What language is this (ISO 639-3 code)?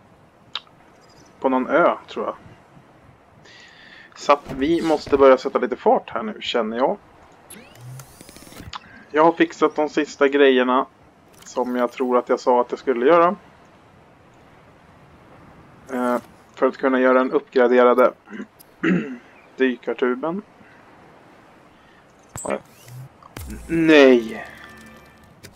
swe